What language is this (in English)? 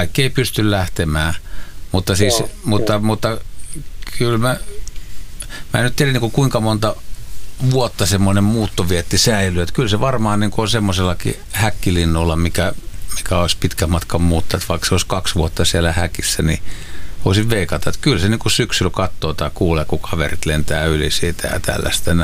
Finnish